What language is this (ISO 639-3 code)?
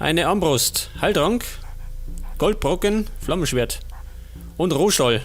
bar